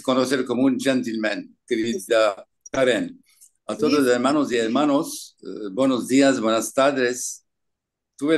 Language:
Ladino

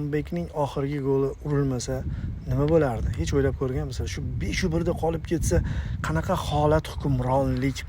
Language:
Uzbek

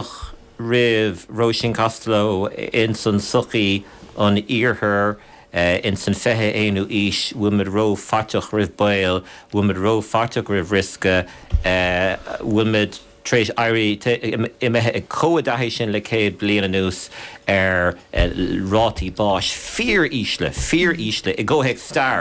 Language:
Irish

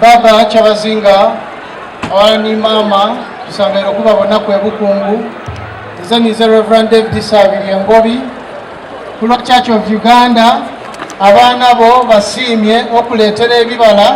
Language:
Soga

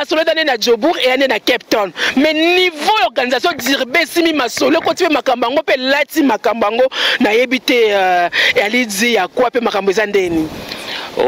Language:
Lingala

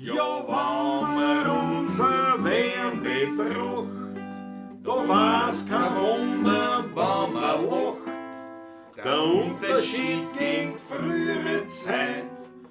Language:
Bavarian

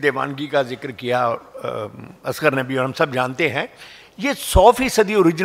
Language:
Urdu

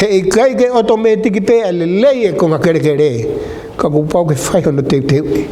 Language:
Tongan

